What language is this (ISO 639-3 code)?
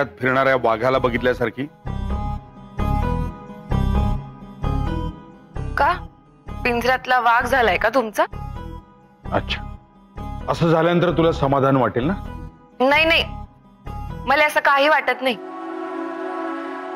mar